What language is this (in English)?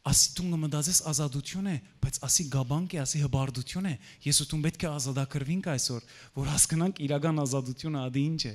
Western Armenian